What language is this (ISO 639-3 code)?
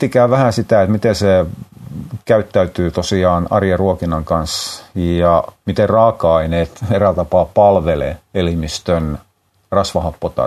fin